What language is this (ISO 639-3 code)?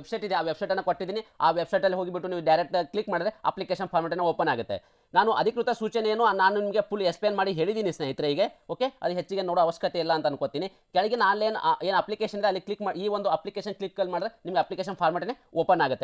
kan